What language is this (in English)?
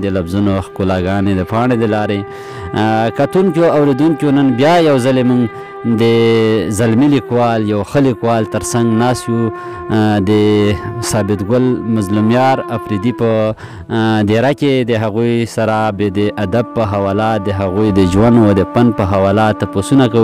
Pashto